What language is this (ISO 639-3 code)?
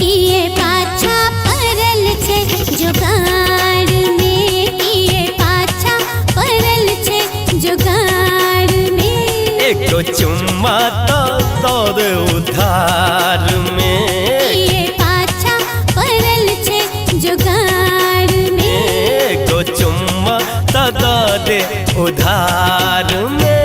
mai